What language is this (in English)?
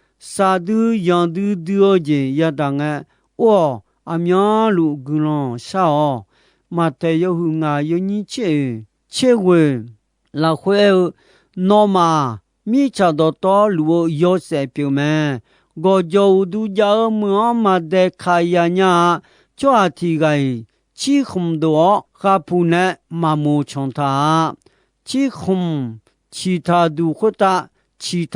Akha